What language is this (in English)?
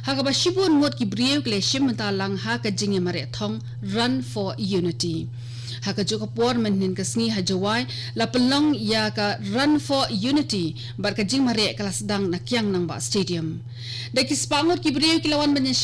Khasi